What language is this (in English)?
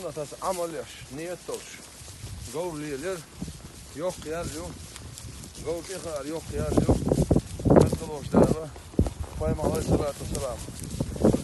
Chechen